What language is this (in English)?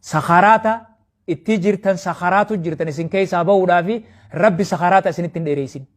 Oromo